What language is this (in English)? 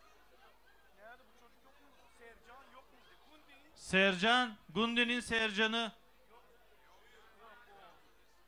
Turkish